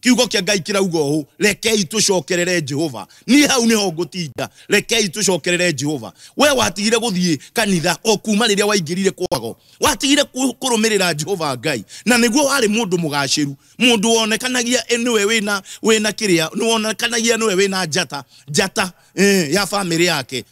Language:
Kikuyu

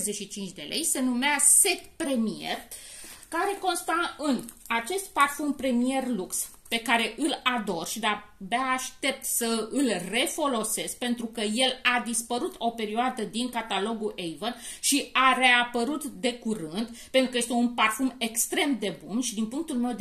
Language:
Romanian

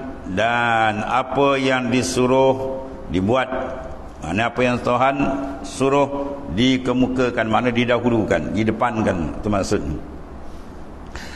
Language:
Malay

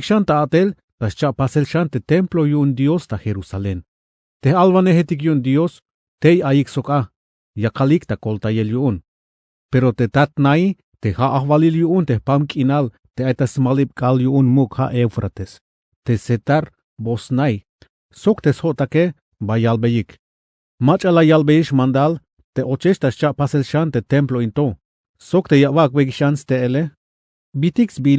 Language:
Tzeltal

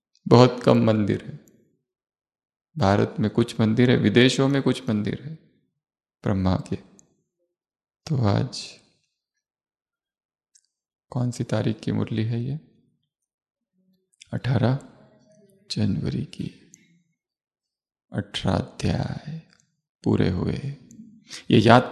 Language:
Hindi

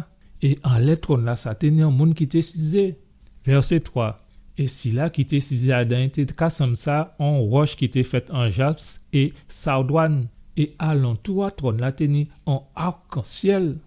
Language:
Guadeloupean Creole French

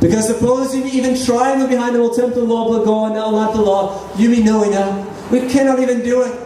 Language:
Tok Pisin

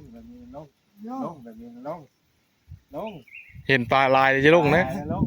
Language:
Northeastern Thai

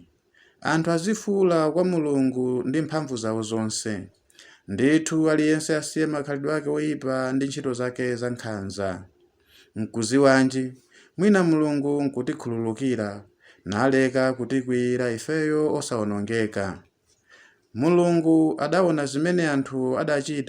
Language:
Nyanja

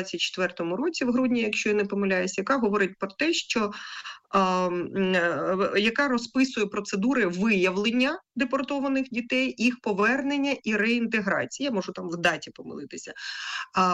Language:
Ukrainian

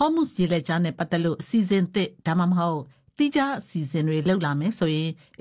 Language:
Burmese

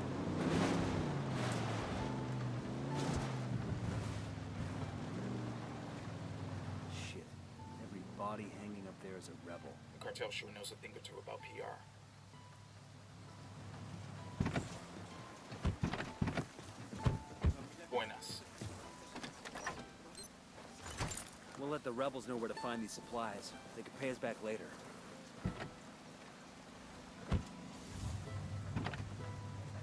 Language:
English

